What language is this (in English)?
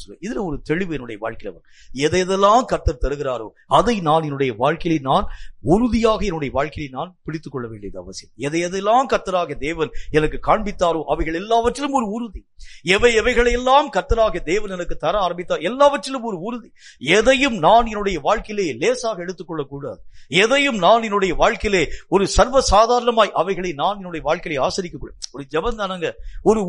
Tamil